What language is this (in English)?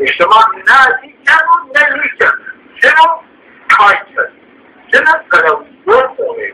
Zaza